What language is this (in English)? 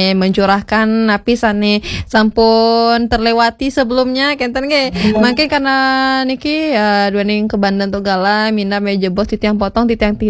Balinese